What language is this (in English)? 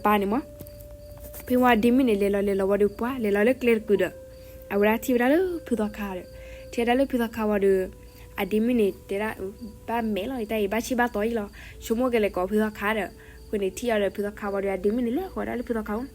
S'gaw Karen